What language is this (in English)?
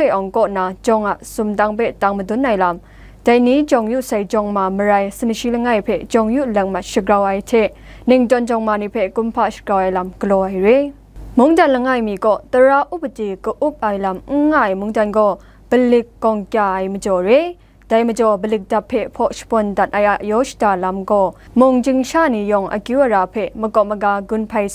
Kachin